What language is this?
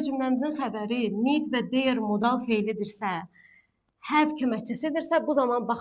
Azerbaijani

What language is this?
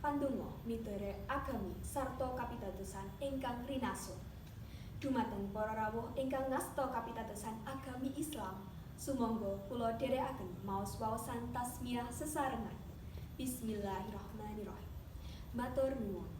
Javanese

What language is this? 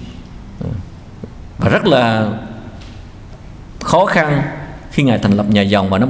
Vietnamese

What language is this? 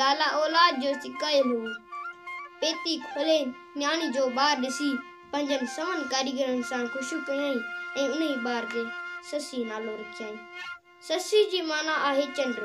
Sindhi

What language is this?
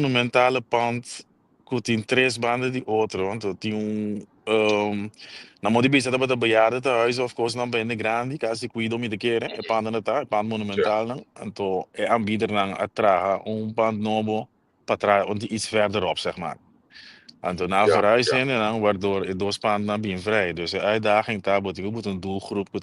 Papiamento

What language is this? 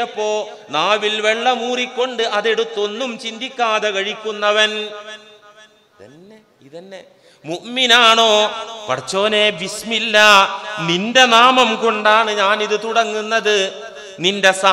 Malayalam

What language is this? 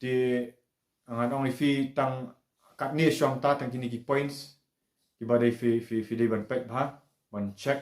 Khasi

